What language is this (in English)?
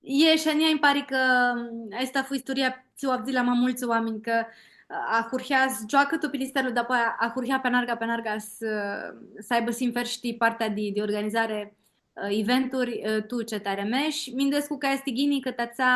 Aromanian